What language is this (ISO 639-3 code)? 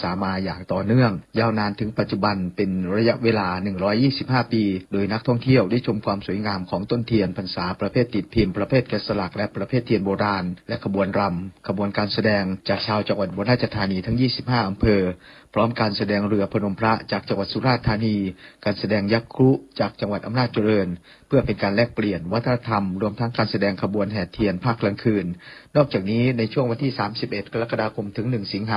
tha